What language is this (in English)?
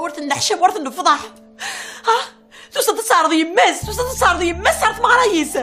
Kabyle